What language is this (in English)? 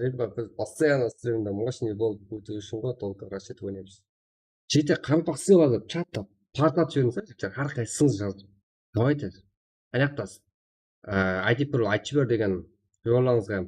Kara-Kalpak